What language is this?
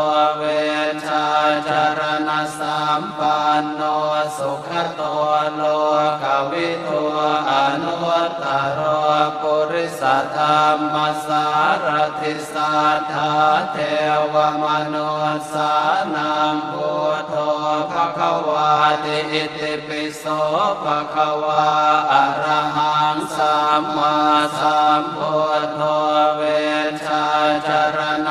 Pali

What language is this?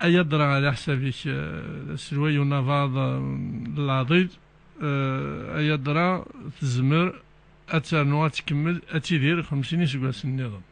Kabyle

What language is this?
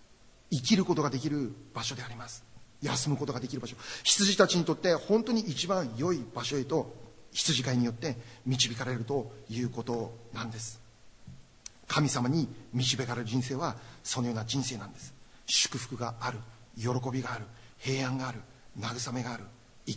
Japanese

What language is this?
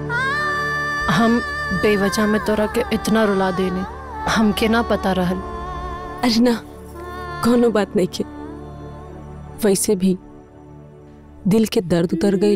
Bhojpuri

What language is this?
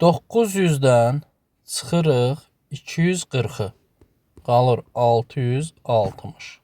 Azerbaijani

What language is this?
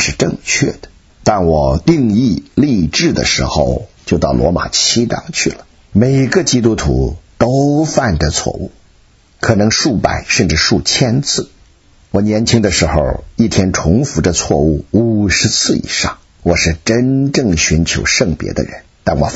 Chinese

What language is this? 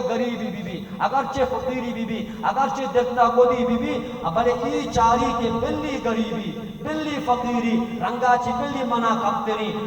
Baluchi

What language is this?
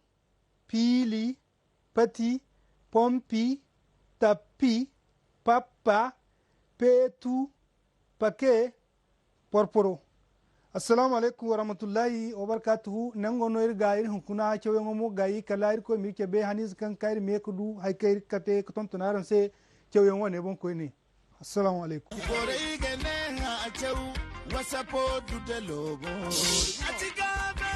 Zarma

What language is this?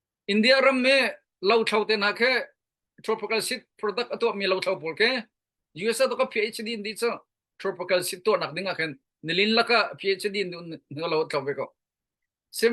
Hakha Chin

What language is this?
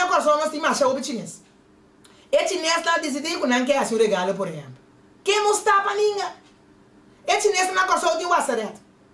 Papiamento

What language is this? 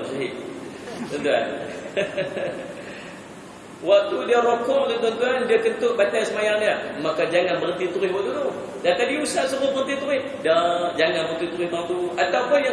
Malay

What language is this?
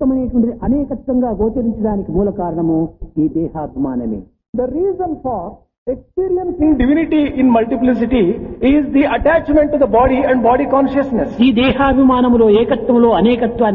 Telugu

